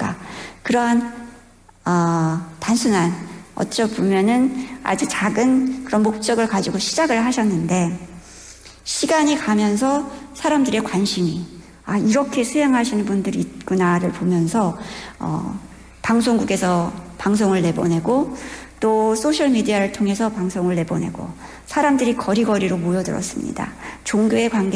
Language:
Korean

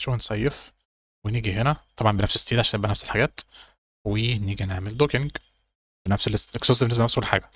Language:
Egyptian Arabic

